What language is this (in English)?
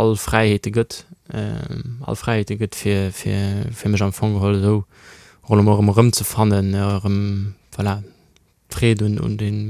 Luxembourgish